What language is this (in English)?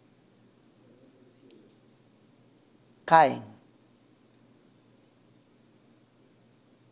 Spanish